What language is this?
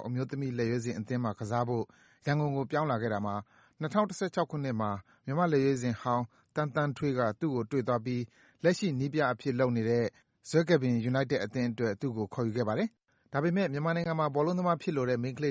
Burmese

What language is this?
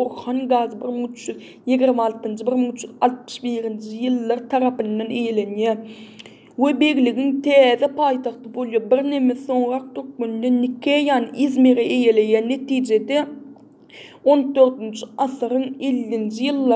Turkmen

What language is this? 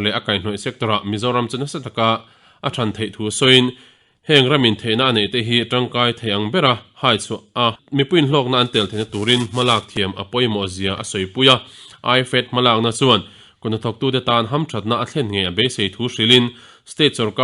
Mizo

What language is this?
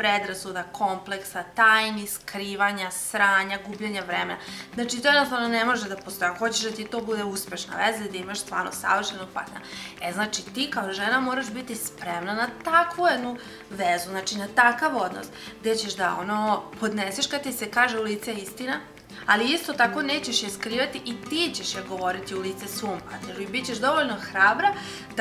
Serbian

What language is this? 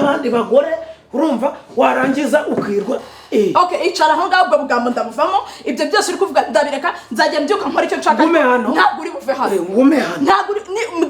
Kinyarwanda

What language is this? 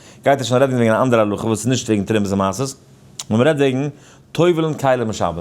Yiddish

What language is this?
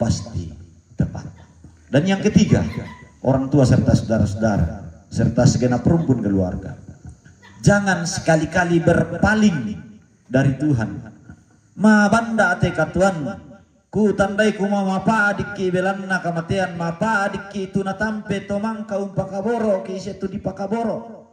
Toraja-Sa'dan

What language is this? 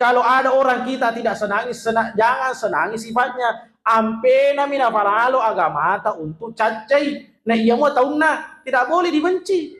Buginese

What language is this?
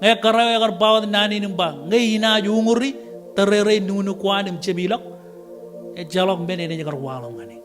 Marshallese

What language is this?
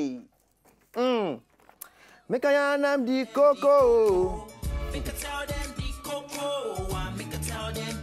Nigerian Pidgin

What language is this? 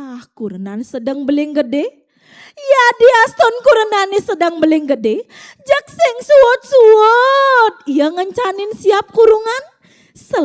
Balinese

